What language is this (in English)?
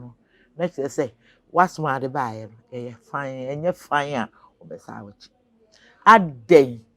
Akan